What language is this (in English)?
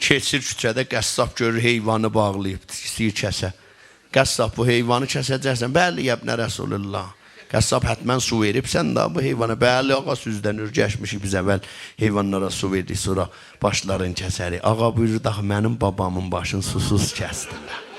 South Azerbaijani